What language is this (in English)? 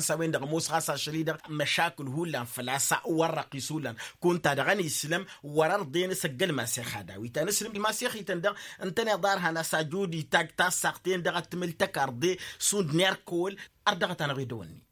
Tamasheq